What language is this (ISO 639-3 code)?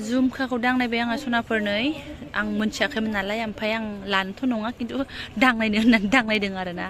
brx